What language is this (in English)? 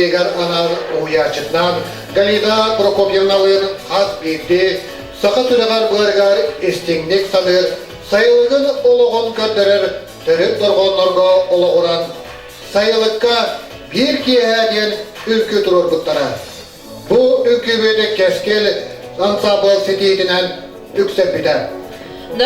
Yakut